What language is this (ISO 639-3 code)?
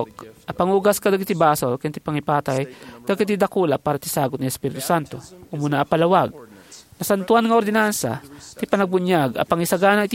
ilo